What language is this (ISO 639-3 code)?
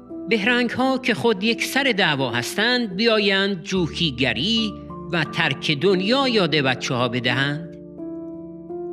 fas